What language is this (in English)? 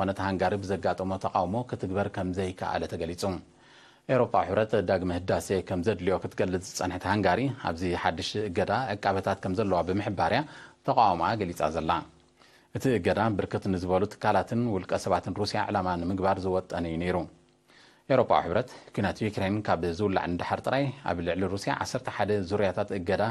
Tigrinya